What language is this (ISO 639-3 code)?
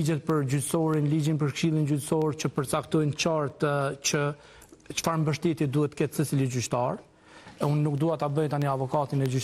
sqi